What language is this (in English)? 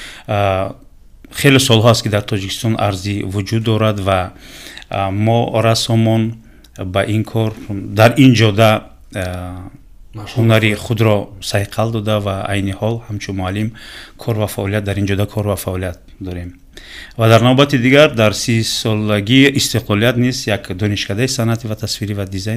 Tajik